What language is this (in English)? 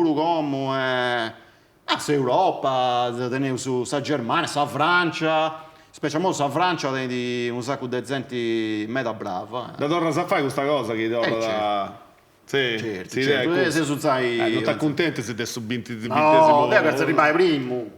Sardinian